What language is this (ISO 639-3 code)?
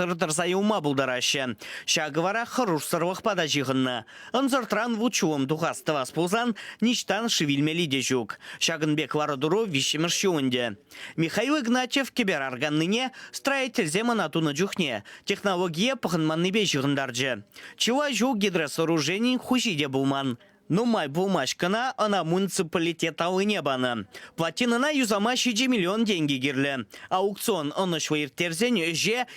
chv